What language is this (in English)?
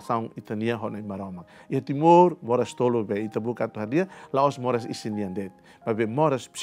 Tetum